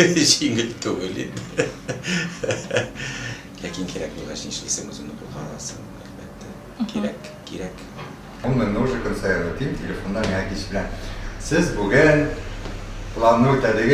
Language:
Tatar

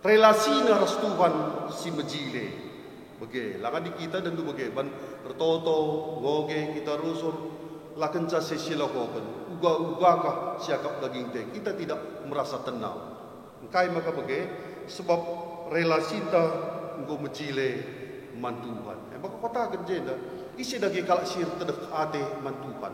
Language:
Batak Karo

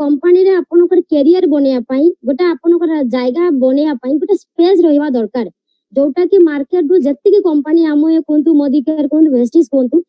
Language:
Odia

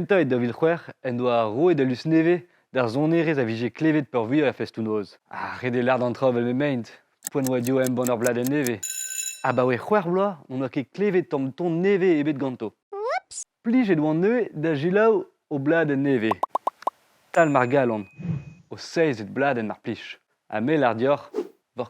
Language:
Breton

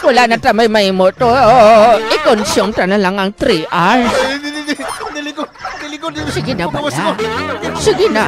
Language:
Hiligaynon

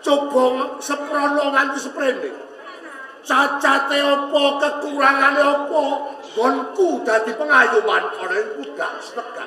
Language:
Javanese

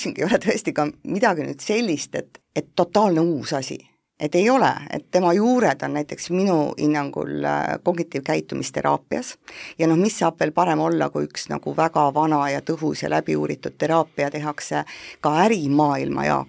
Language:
Estonian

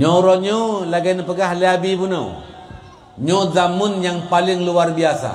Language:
Achinese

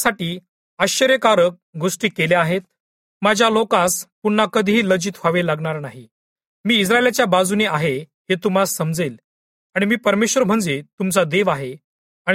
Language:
Marathi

